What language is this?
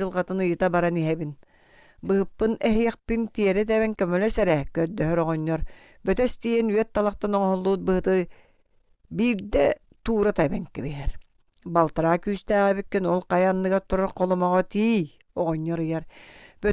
Yakut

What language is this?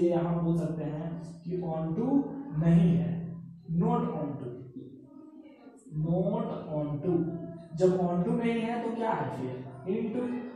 Hindi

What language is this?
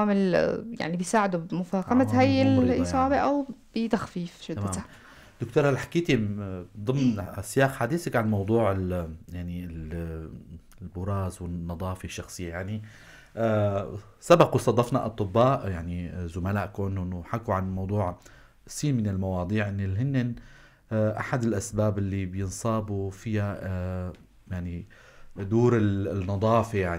North Levantine Arabic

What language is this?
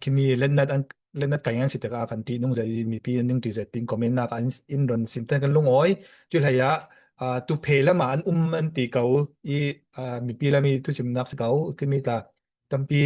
Falam Chin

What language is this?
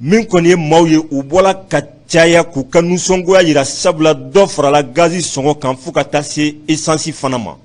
Bambara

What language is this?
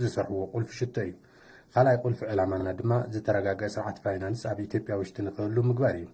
Tigrinya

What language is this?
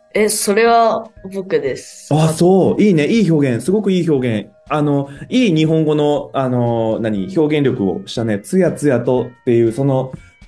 Japanese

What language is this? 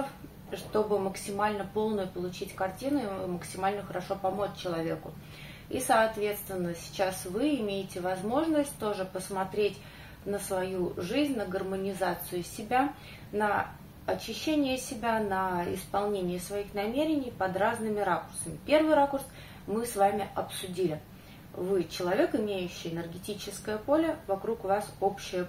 Russian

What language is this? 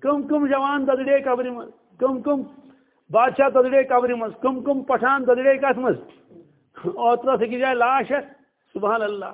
Kashmiri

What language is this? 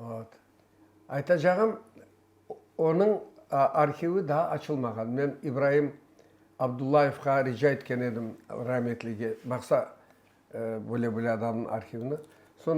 Crimean Tatar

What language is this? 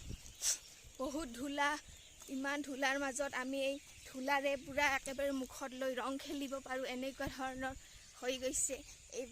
Assamese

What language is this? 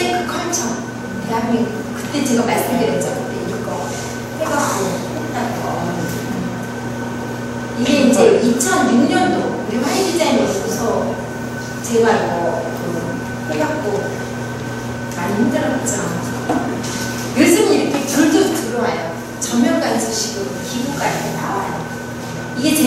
Korean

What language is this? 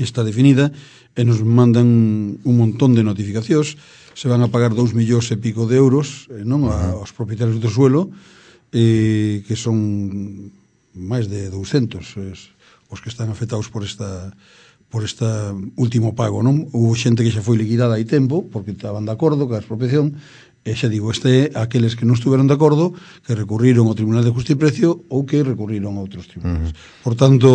Galician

